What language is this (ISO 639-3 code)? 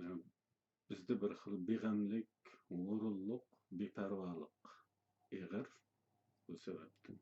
uig